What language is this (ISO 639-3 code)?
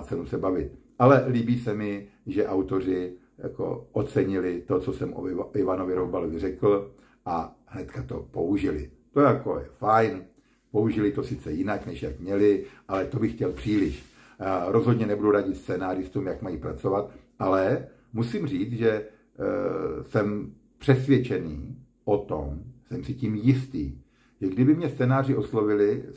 ces